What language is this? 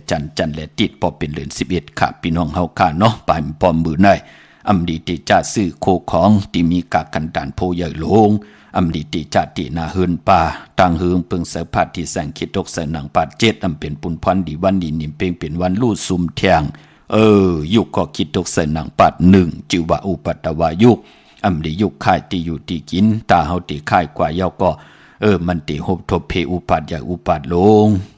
Shan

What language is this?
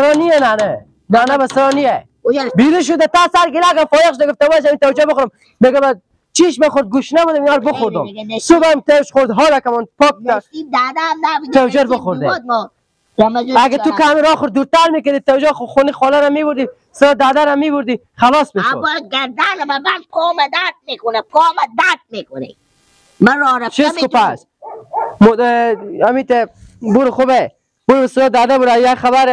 Persian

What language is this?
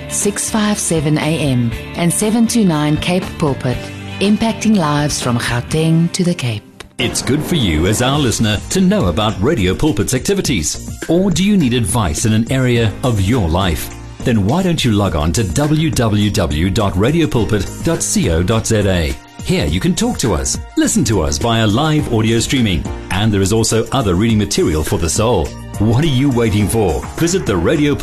English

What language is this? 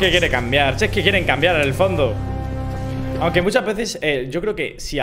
Spanish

